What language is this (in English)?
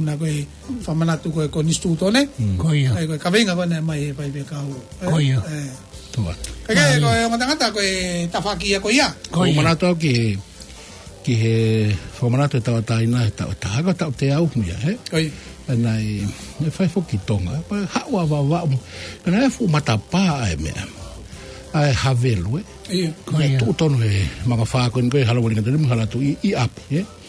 Tongan